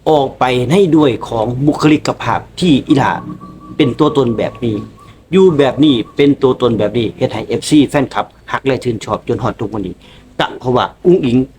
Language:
Northeastern Thai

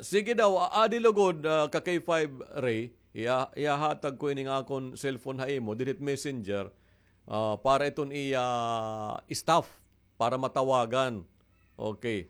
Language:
Waray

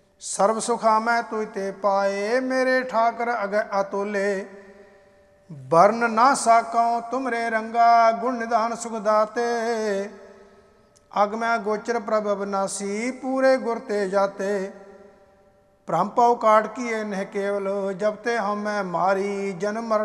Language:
Punjabi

